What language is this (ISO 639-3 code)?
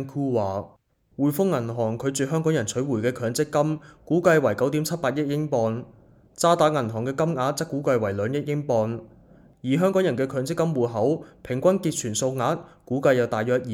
yue